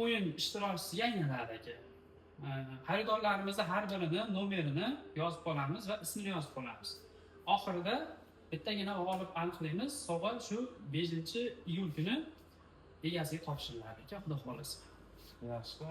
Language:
Uzbek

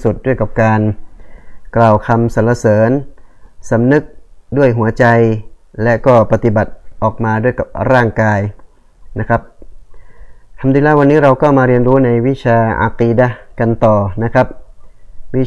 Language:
Thai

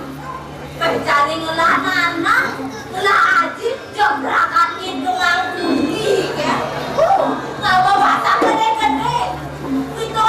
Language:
Balinese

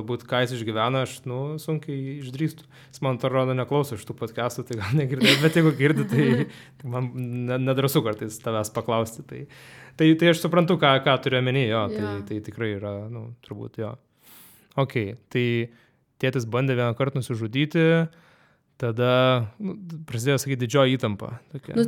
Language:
Lithuanian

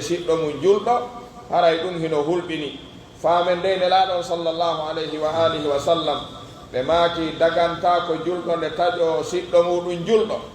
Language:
Pular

